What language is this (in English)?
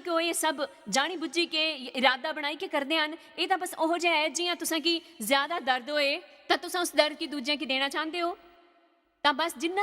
Dogri